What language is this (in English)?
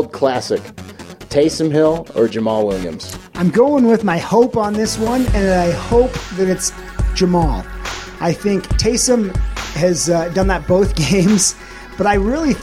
English